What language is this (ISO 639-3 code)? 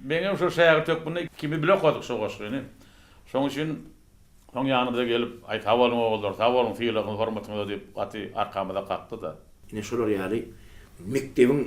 tuk